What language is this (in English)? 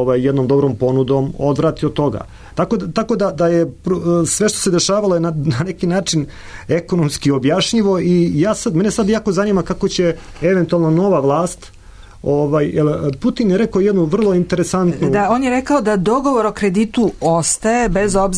Serbian